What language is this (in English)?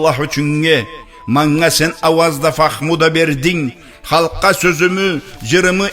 Karachay-Balkar